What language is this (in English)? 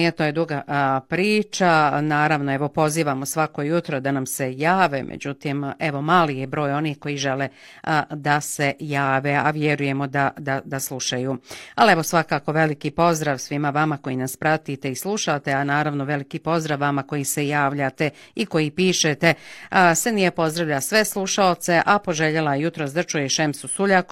Bosnian